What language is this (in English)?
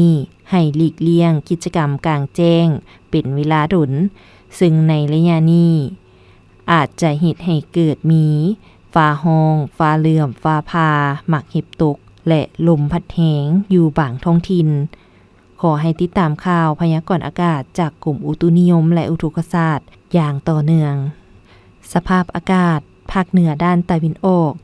Lao